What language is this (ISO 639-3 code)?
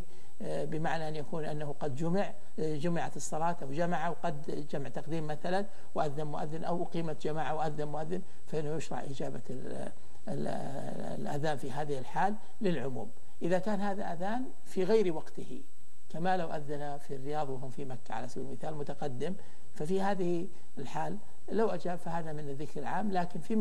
ara